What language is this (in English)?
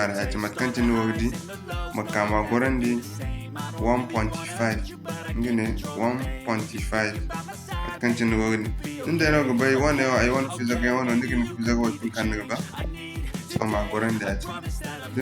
Zarma